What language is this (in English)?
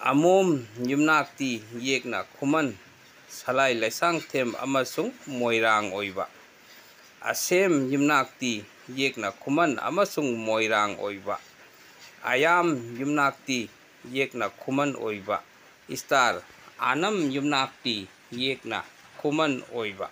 Manipuri